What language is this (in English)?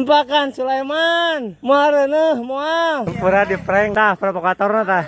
Sundanese